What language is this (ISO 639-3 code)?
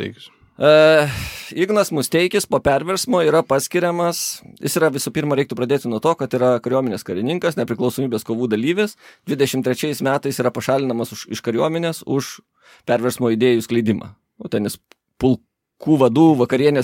lit